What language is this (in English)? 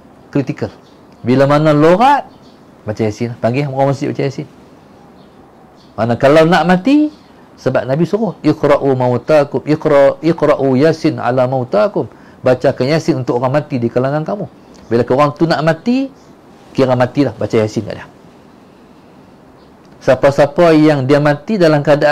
Malay